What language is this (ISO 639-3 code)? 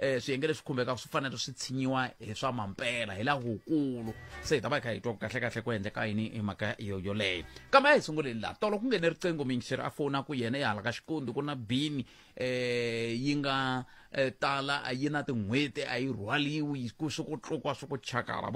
tso